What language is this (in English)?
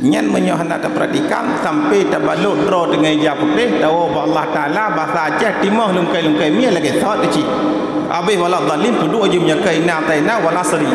Achinese